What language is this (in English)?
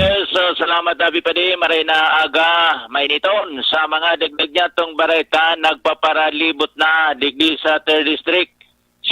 Bikol